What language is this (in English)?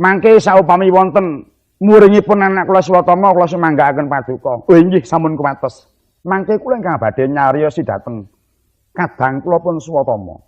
Javanese